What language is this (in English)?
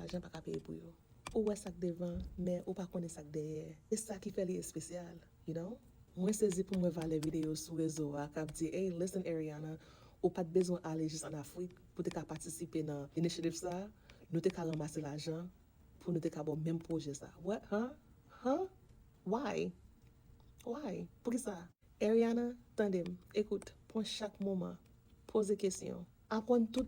Haitian Creole